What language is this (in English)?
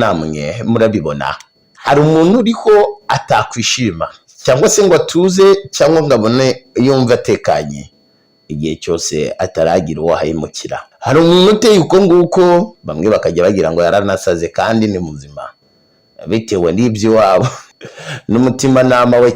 Kinyarwanda